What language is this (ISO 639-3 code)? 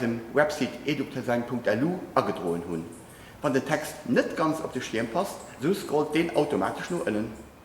ltz